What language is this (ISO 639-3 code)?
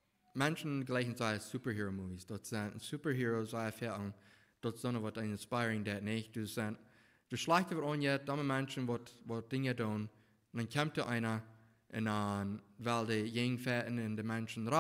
pdt